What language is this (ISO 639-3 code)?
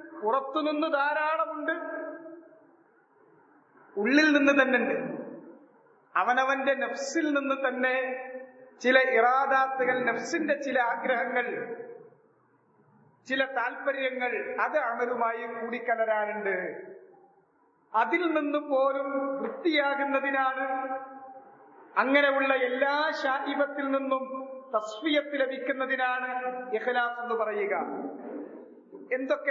mal